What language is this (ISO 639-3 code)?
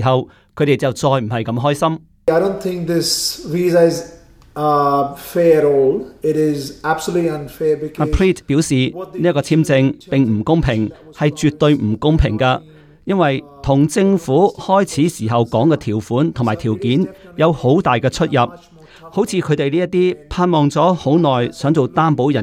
yue